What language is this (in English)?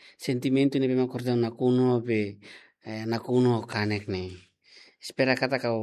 Tetum